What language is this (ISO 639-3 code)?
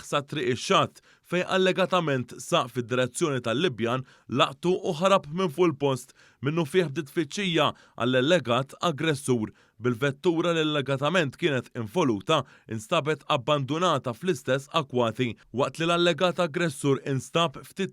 mlt